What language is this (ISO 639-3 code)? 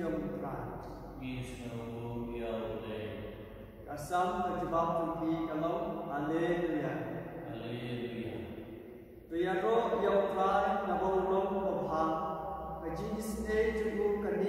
kha